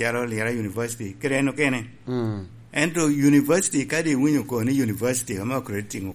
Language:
Lango (Uganda)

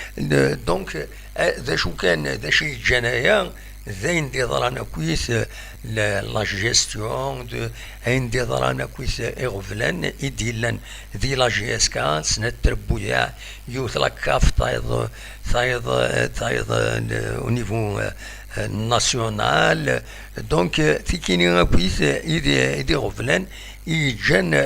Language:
Kabyle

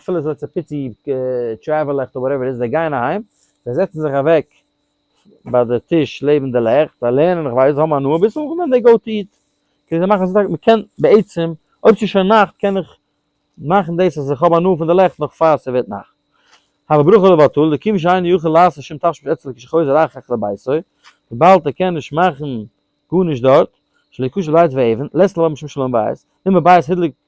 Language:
Yiddish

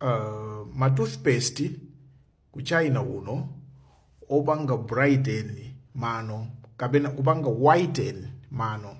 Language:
Nyanja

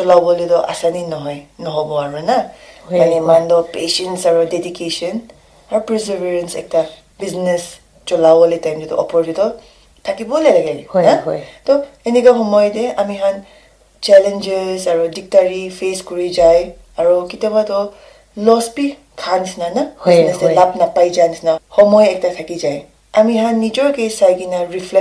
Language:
Naga Pidgin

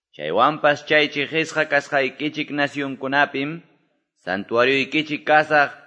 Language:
Quechua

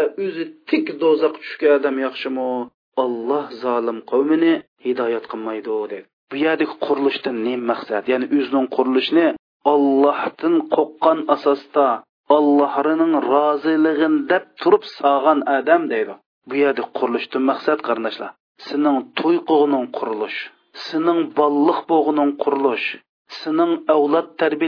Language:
Uyghur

